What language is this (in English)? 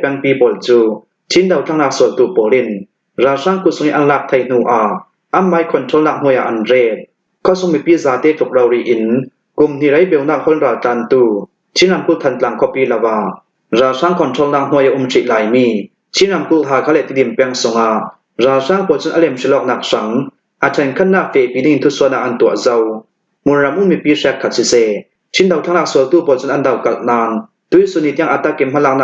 Hakha Chin